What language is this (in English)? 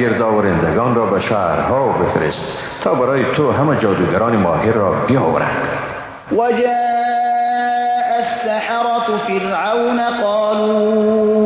Persian